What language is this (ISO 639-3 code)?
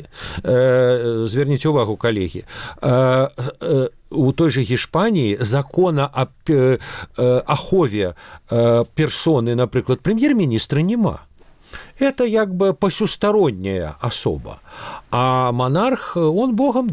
bel